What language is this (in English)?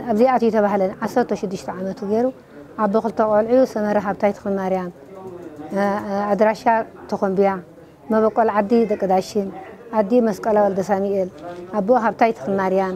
Tigrinya